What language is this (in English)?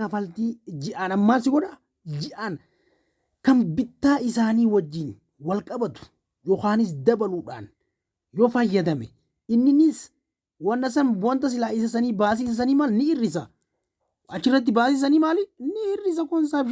Oromo